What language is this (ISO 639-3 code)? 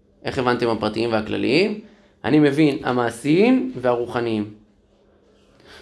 heb